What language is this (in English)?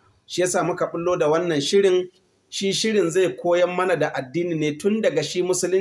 Hausa